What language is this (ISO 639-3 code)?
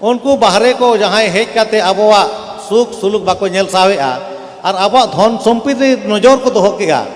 sat